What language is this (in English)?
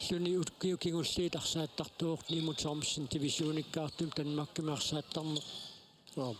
Kalaallisut